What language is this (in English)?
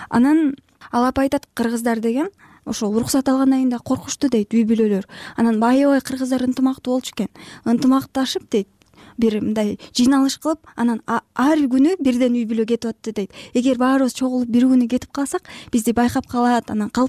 Kyrgyz